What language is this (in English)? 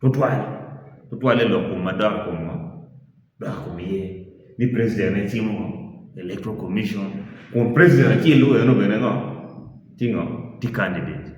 Acoli